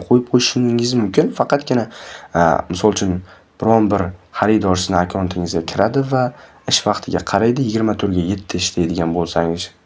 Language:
Uzbek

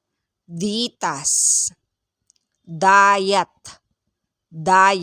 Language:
Pangasinan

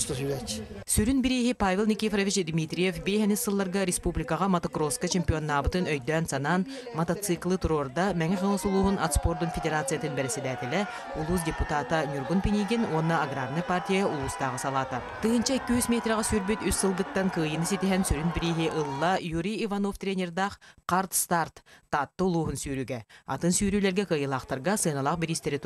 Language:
Yakut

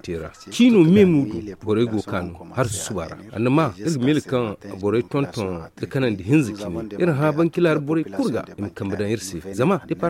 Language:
Zarma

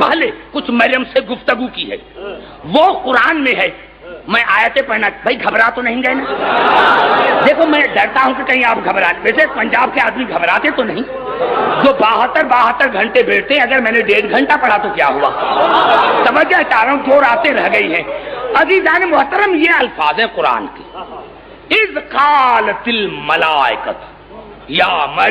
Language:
Urdu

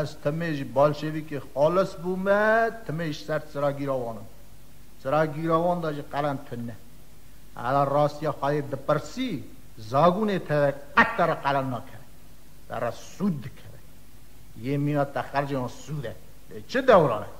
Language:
Kurdish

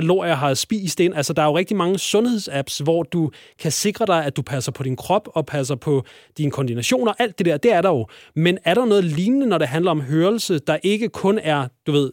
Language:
Danish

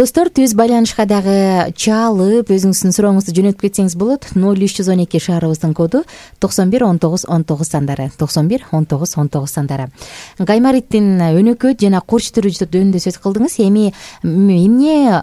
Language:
Kyrgyz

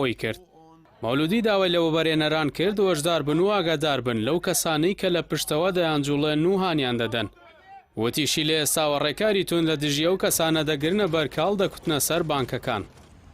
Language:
Central Kurdish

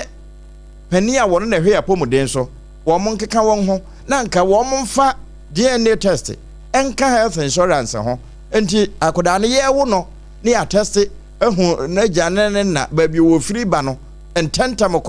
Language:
Akan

